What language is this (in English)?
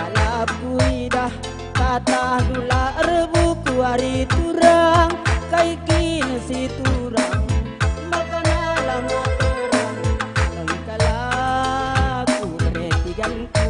Batak Karo